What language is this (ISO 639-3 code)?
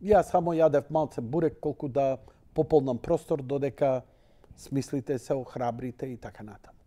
mkd